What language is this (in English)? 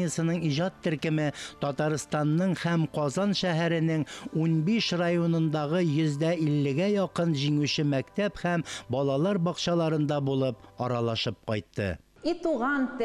Tatar